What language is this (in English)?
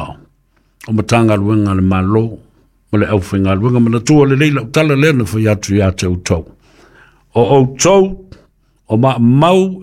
Samoan